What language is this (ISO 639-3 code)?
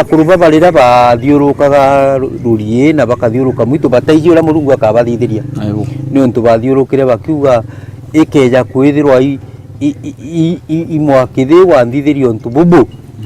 mer